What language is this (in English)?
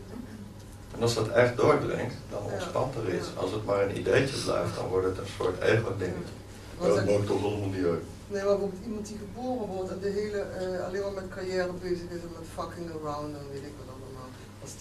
Dutch